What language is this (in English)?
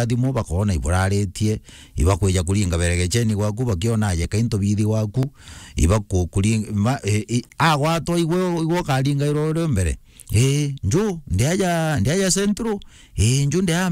Meru